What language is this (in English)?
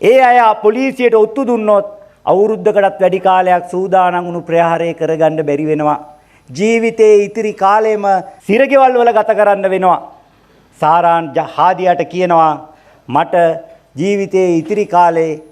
Sinhala